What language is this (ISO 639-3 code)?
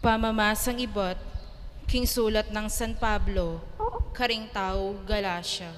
pam